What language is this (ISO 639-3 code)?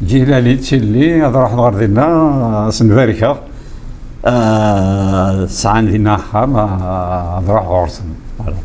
kab